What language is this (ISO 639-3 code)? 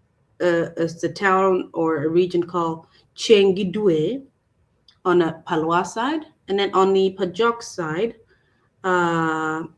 ach